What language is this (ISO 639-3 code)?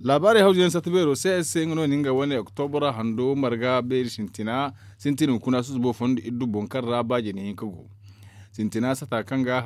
dje